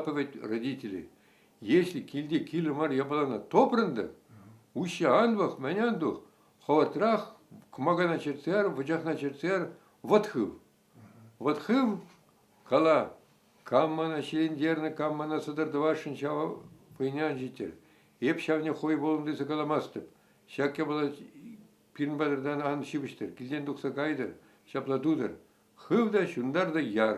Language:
Chuvash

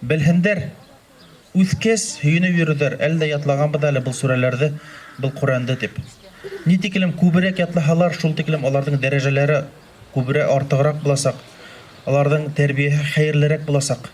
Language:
Bashkir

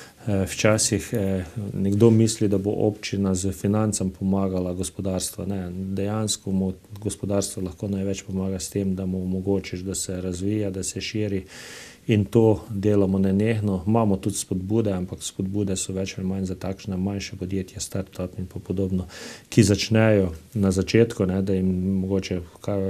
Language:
Slovenian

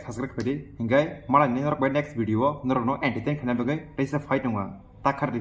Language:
Kok Borok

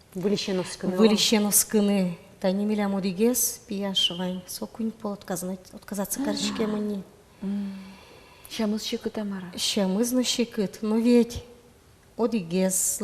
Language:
Udmurt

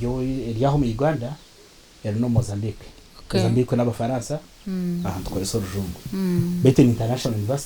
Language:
Nyankole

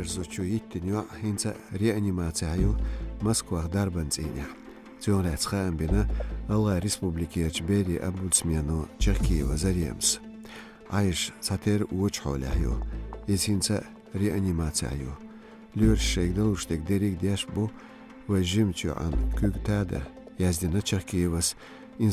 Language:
Chechen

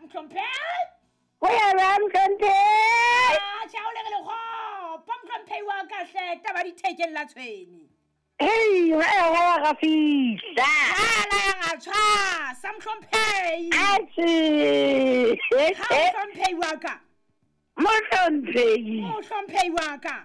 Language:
Southern Sotho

